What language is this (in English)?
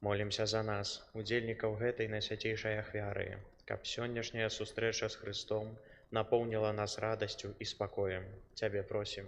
Belarusian